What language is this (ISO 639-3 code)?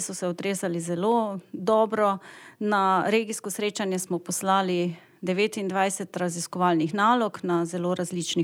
slv